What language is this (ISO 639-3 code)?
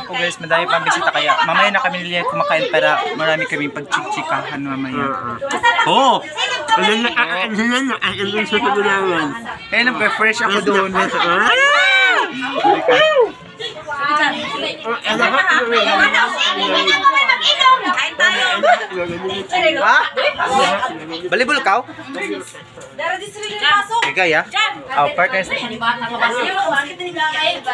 fil